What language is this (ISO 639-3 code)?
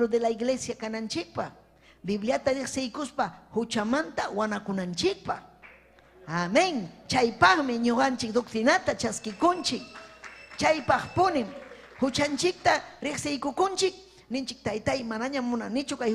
quy